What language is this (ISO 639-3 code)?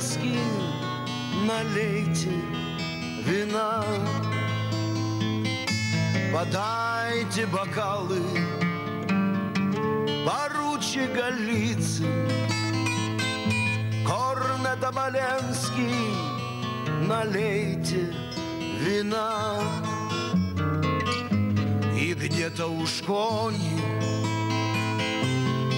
rus